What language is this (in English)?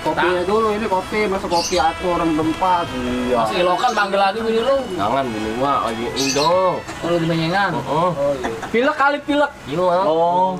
Betawi